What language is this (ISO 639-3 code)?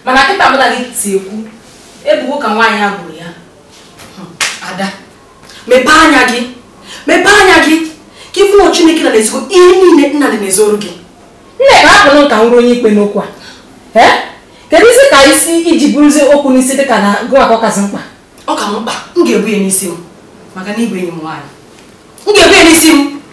ibo